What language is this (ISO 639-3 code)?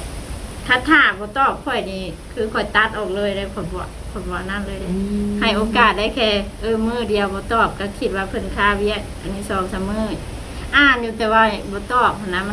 lao